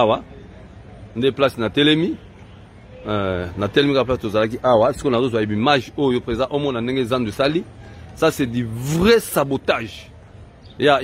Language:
Lingala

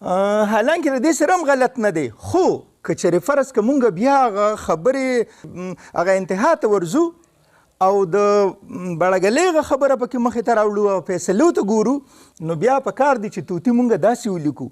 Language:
Pashto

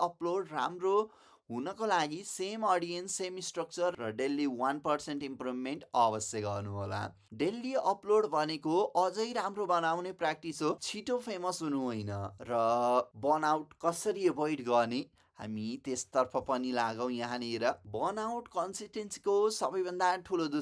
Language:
Nepali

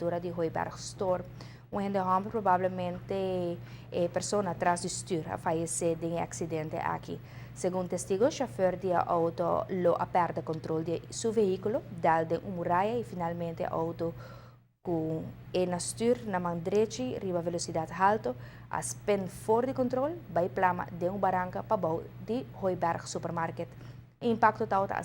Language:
Papiamento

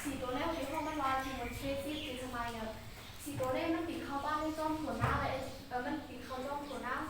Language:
Shan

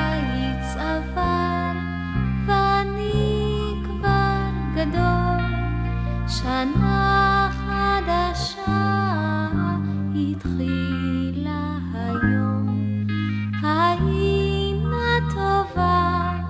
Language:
Hebrew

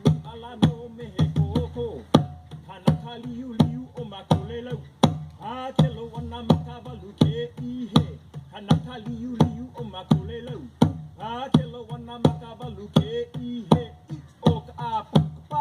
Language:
Hawaiian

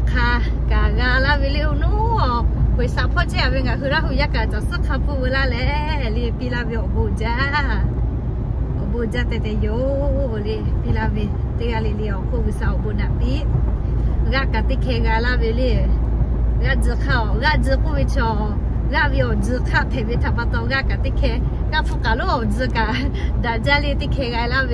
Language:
Lahu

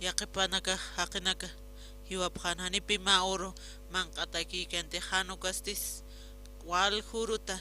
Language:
Aymara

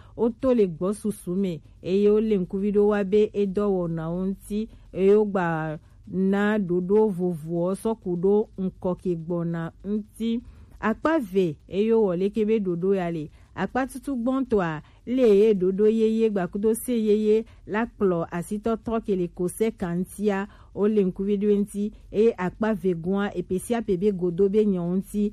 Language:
Gen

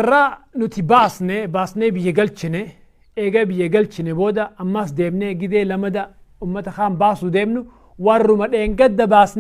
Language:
Oromo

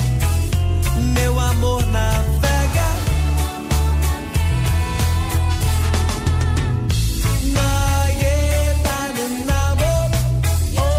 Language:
Portuguese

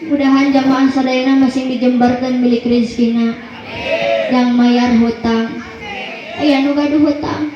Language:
Sundanese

